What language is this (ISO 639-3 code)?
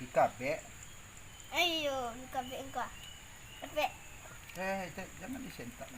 min